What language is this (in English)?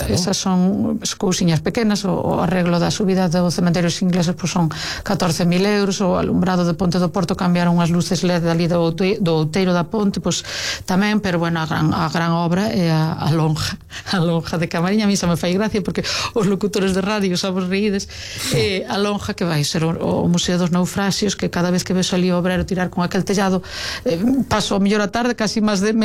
Galician